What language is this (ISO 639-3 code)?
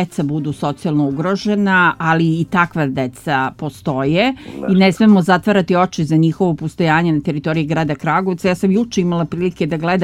srp